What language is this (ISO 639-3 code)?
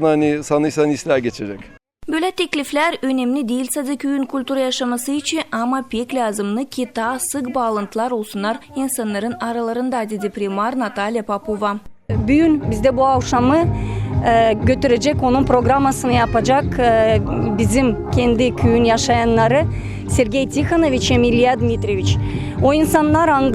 gag